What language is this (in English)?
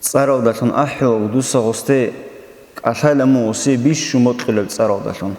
Avaric